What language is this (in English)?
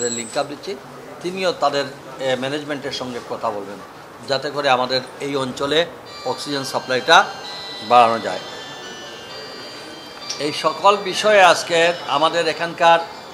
Bangla